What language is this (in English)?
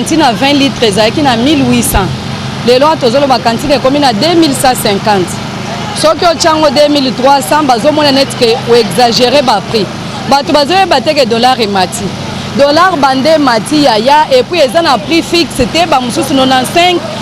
Lingala